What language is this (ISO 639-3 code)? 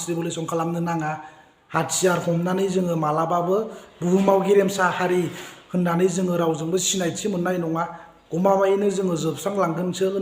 brx